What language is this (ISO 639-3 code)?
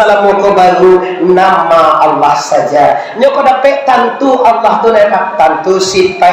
min